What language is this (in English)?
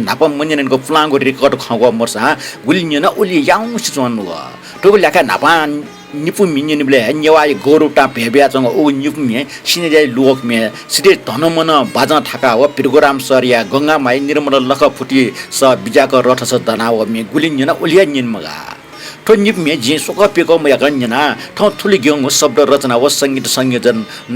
Newari